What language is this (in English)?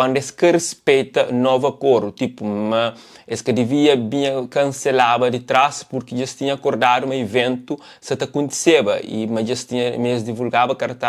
Kabuverdianu